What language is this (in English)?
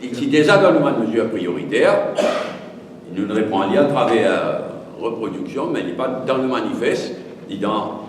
Morisyen